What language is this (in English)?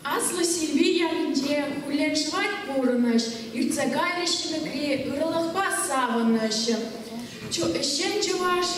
Chuvash